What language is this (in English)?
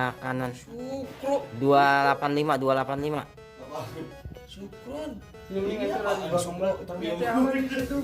Betawi